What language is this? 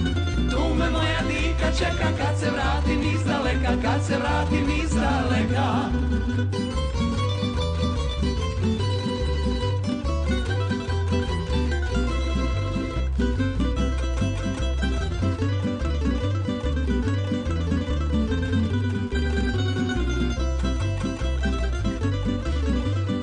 Croatian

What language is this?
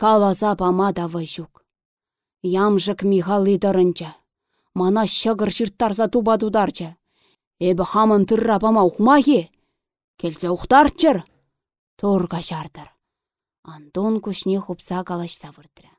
Chuvash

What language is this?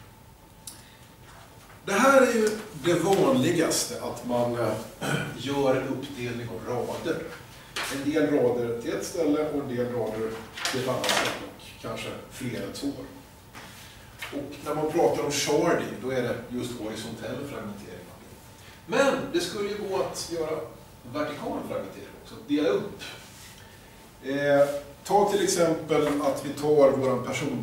Swedish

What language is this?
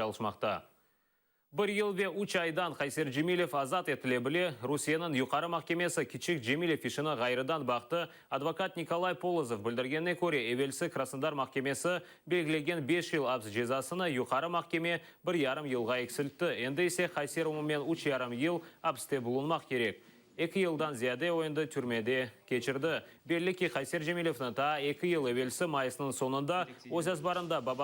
Crimean Tatar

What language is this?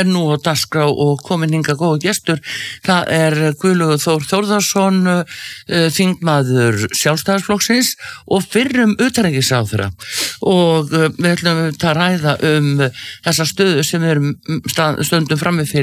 Icelandic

